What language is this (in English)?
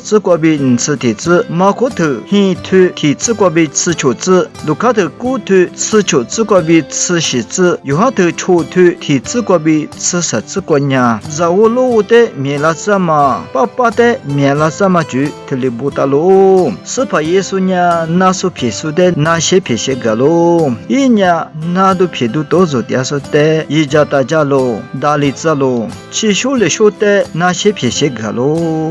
Lisu